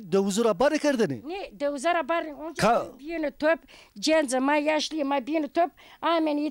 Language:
Zaza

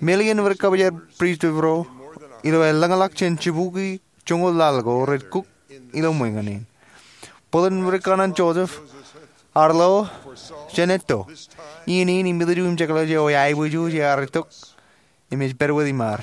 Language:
Marshallese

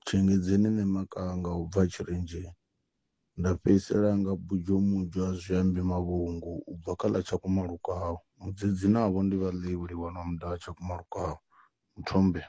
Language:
Venda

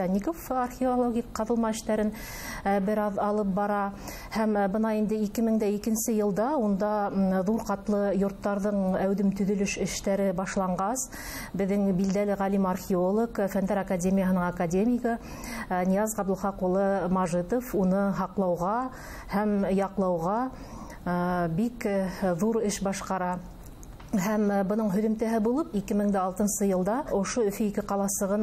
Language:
Bashkir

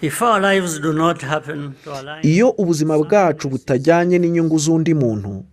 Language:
Kinyarwanda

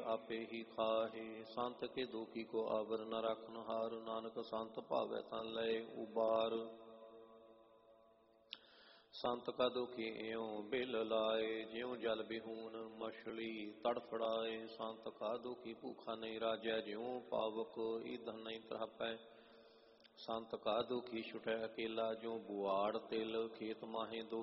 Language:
Punjabi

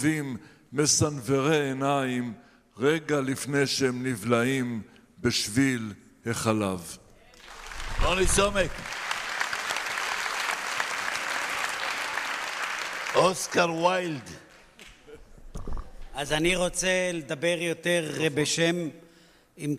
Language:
Hebrew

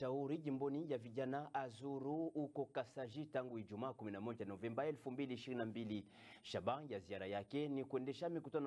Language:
Swahili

